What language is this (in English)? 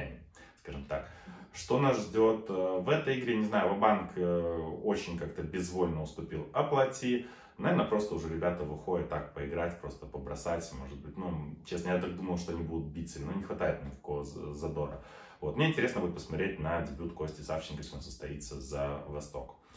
Russian